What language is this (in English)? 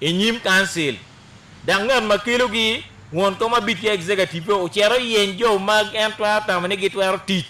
Acoli